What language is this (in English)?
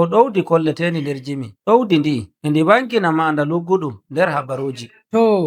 Nigerian Fulfulde